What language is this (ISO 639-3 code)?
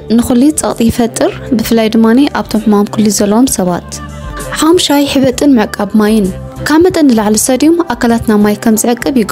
tir